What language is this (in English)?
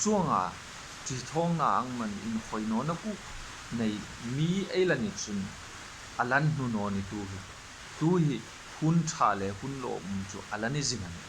Hmar